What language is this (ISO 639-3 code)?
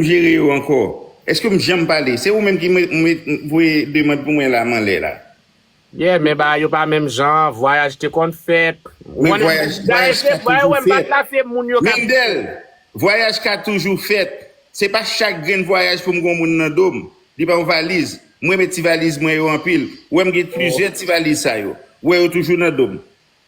hat